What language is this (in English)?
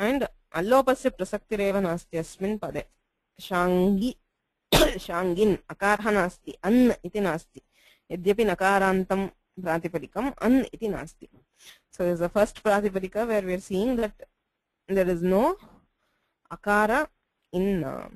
Sanskrit